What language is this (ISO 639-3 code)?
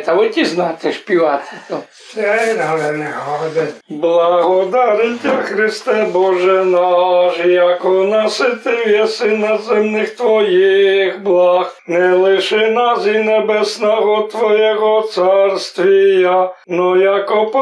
rue